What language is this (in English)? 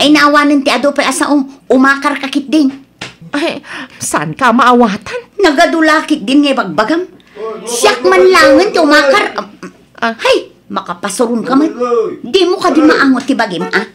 Iloko